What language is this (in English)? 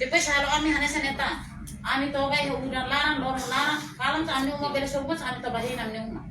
Tetum